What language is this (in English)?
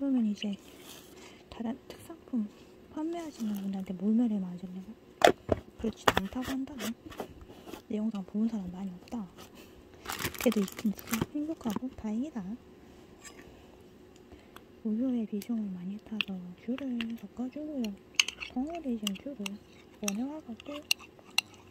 Korean